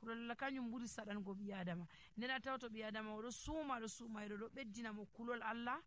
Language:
Nigerian Fulfulde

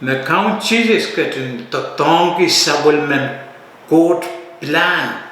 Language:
Pohnpeian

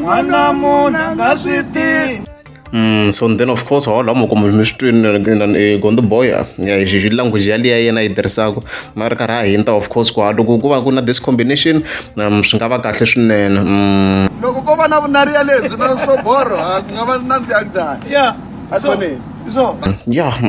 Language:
Tsonga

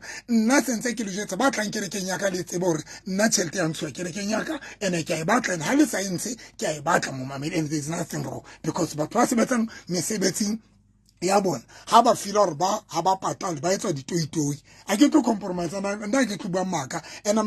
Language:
Southern Sotho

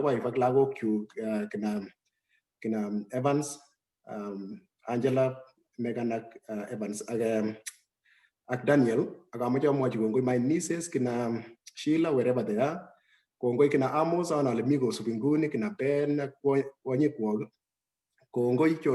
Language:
Kalenjin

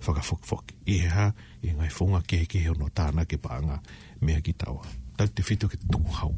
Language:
Tongan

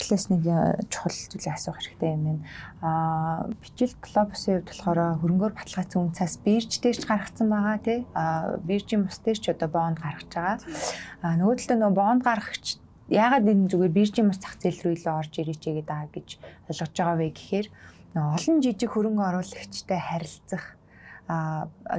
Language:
Mongolian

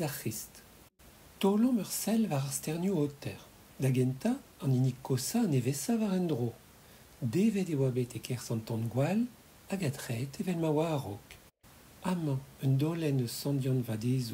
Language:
Breton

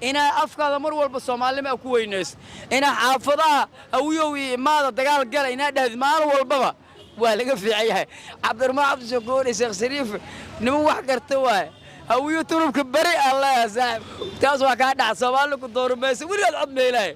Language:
Somali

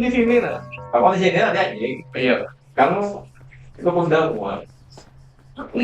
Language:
Banjar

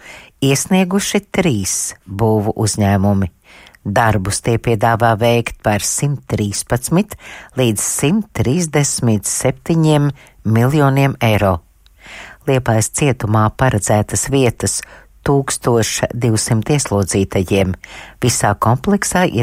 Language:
Latvian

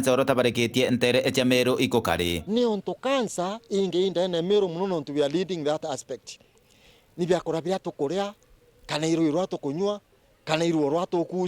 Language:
Meru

